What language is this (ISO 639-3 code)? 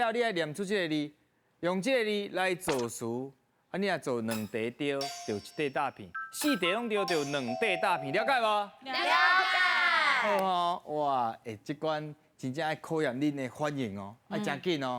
nan